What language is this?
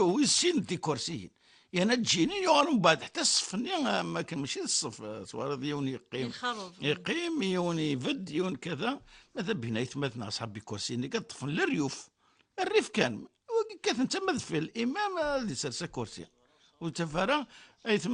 Kabyle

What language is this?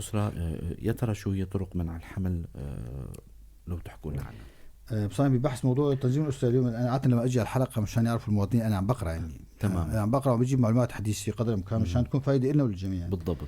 North Levantine Arabic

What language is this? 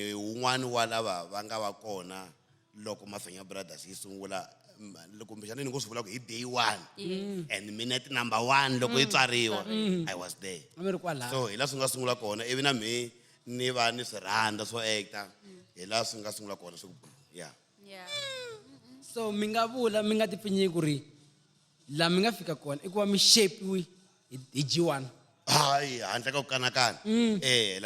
Tsonga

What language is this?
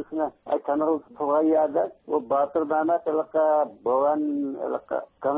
Uyghur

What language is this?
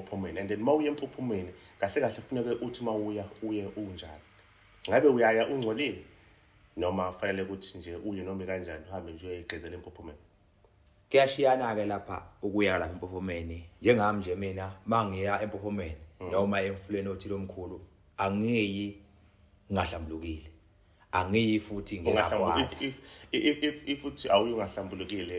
Zulu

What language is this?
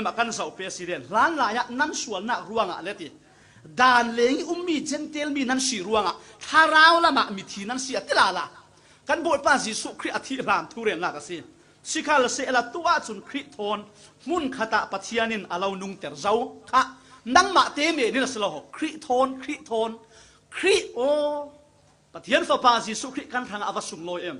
Falam Chin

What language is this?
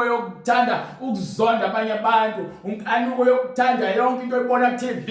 Zulu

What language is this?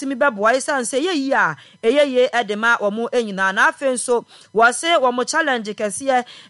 Akan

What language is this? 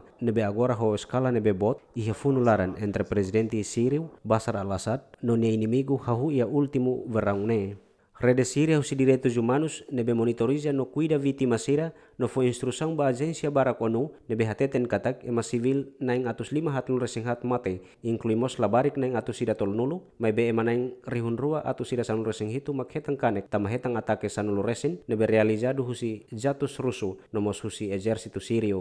Tetum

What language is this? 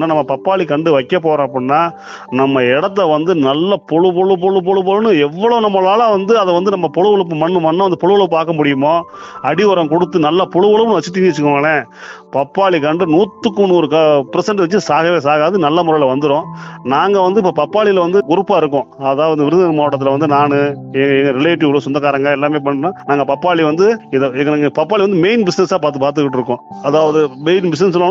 Tamil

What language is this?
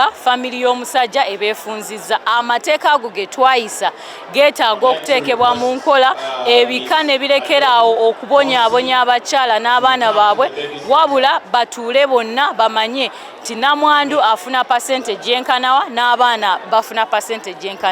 Ganda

